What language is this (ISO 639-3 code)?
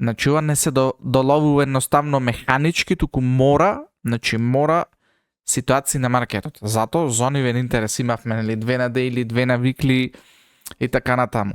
mkd